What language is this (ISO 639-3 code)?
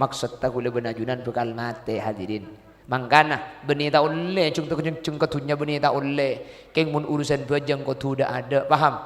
mad